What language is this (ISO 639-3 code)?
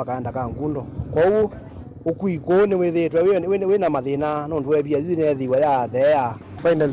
kam